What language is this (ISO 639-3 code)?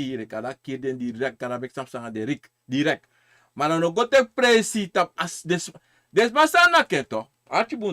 srn